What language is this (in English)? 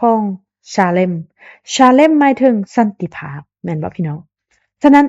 Lao